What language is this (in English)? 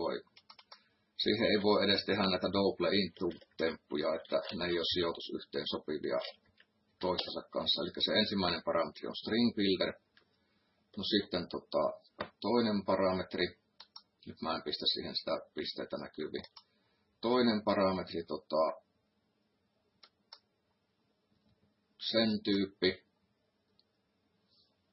Finnish